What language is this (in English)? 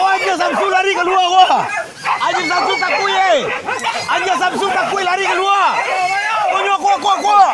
Minangkabau